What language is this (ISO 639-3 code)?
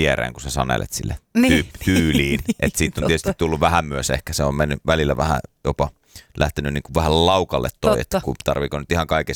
fin